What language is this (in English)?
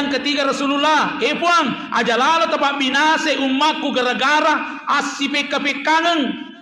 Buginese